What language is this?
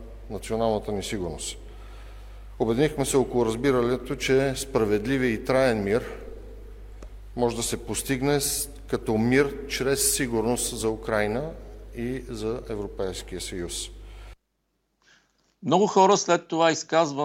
Bulgarian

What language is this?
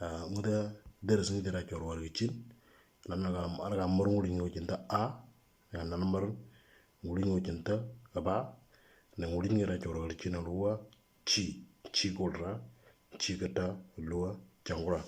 Moro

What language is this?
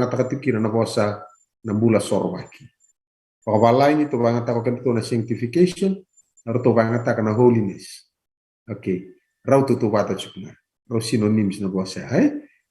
Fijian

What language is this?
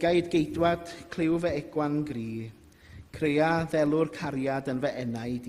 Welsh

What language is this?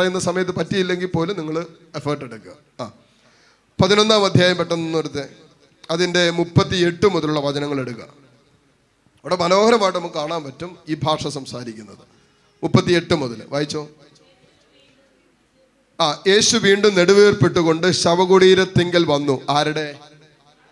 Malayalam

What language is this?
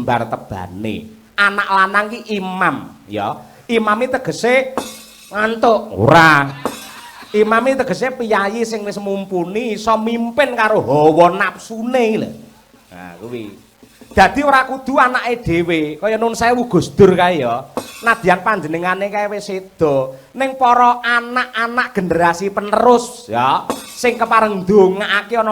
Javanese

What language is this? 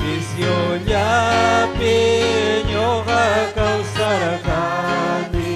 Ayacucho Quechua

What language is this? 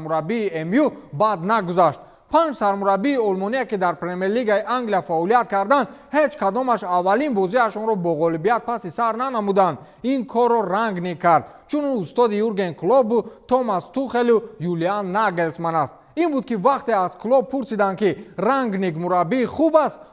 Tajik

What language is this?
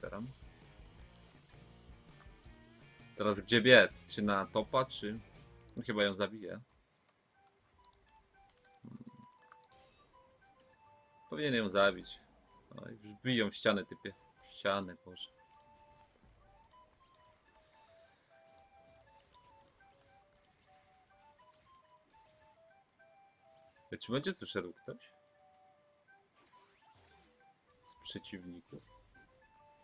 Polish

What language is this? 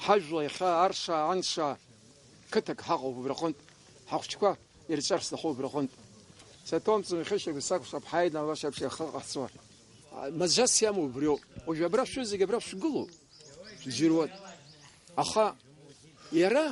Abkhazian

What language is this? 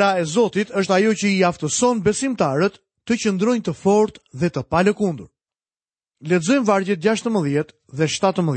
Albanian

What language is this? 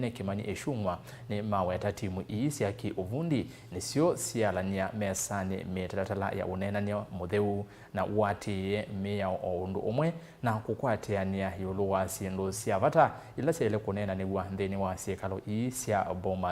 Kamba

